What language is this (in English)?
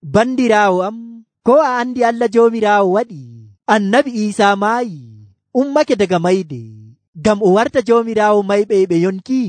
Nigerian Fulfulde